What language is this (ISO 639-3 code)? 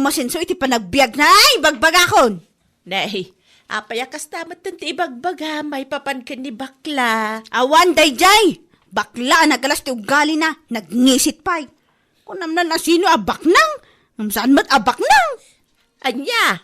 ilo